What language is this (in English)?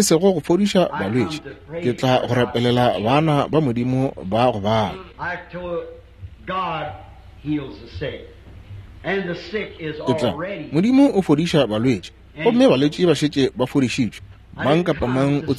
Northern Sotho